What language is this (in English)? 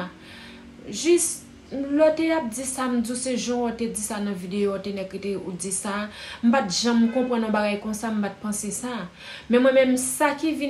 Haitian Creole